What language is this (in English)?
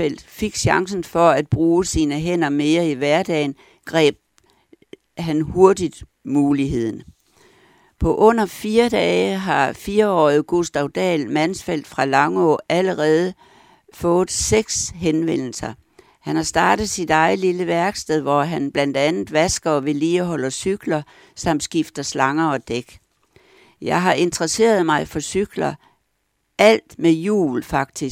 Danish